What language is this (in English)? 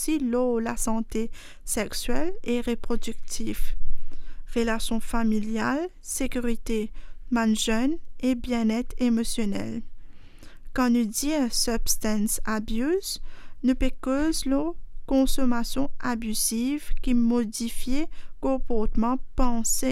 Morisyen